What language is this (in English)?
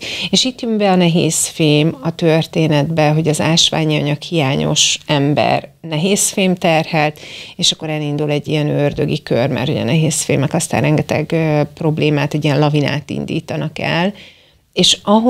Hungarian